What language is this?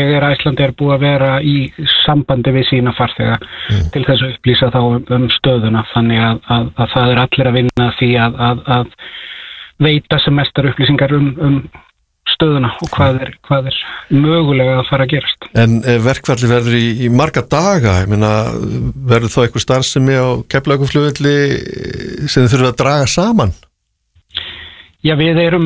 Icelandic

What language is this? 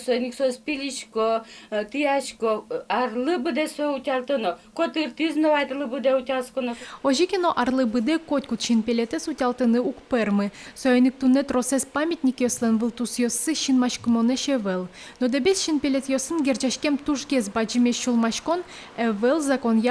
Udmurt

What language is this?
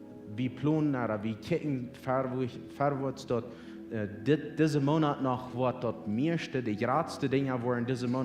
Plautdietsch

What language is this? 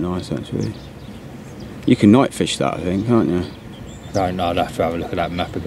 English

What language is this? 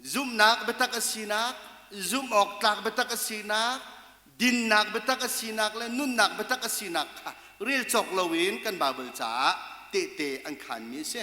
Hakha Chin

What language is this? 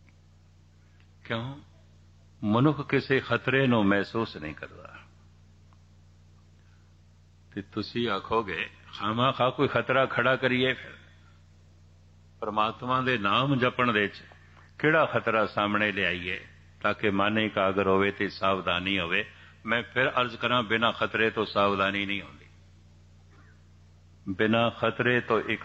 Punjabi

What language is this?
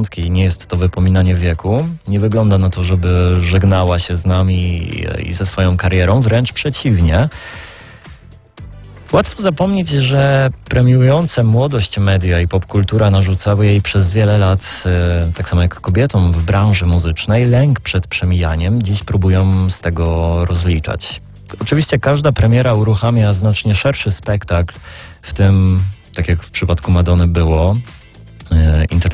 Polish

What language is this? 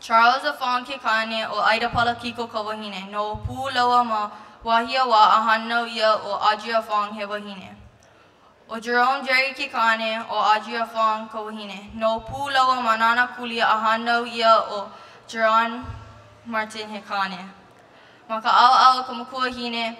Hawaiian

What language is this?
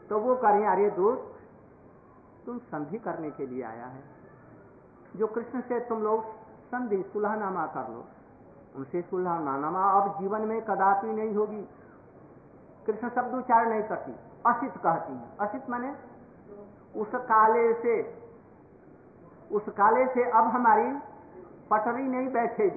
Hindi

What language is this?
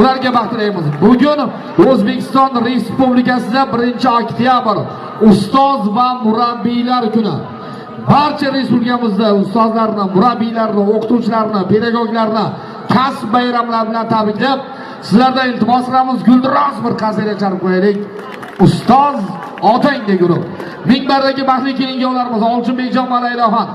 Uzbek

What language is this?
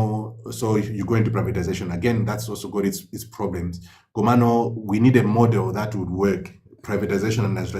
Nyanja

